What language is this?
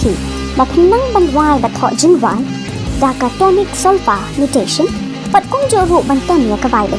Khasi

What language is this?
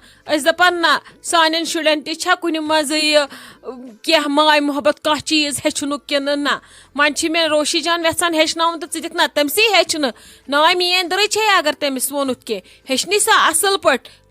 Kashmiri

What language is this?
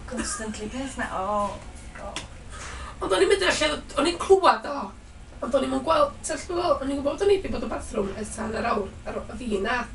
Welsh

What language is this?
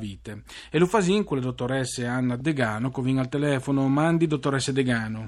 Friulian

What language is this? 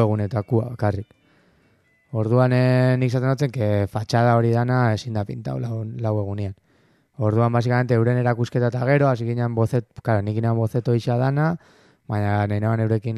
Basque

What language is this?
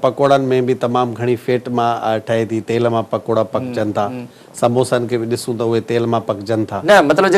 Sindhi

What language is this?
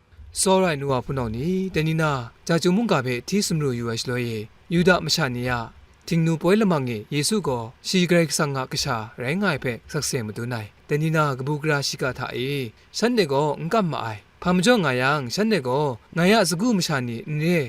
Kachin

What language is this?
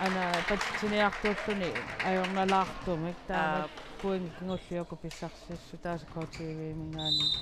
Kalaallisut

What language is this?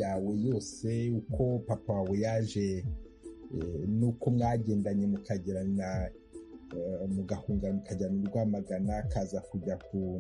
Kinyarwanda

